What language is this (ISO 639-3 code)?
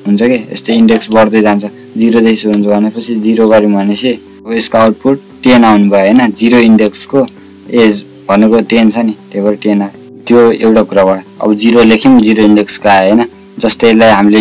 nep